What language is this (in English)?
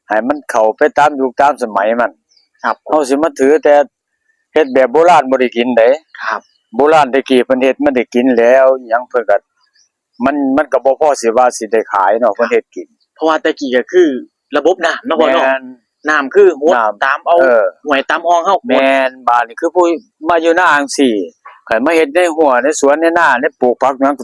Northeastern Thai